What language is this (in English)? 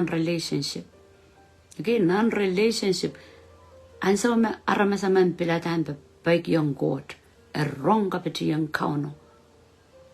Pohnpeian